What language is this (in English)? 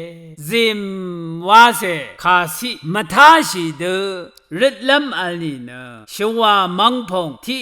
Rawang